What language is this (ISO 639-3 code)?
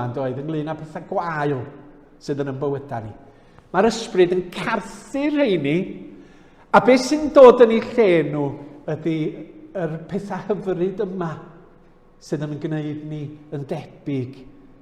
cym